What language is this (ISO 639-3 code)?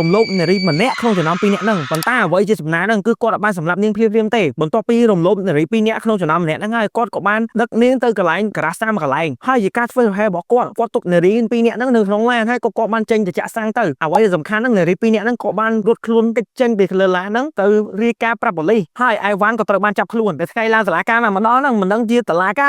khm